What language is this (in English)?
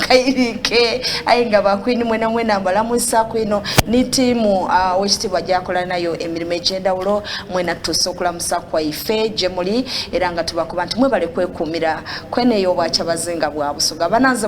Soga